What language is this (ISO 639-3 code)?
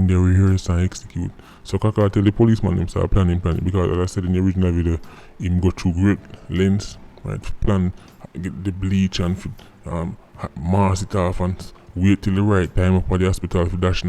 jam